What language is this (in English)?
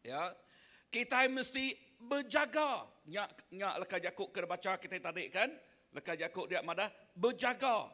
Iban